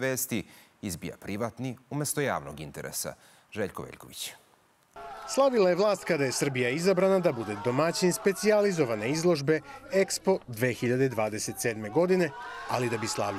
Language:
Serbian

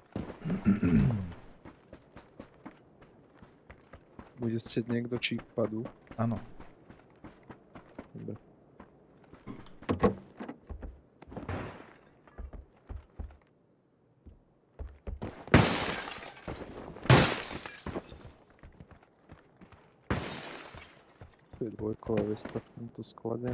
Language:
Slovak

